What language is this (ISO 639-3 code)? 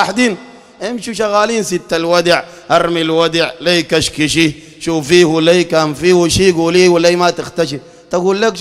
apd